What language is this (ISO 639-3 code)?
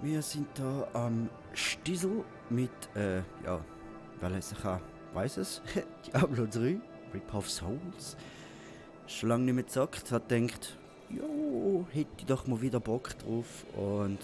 gsw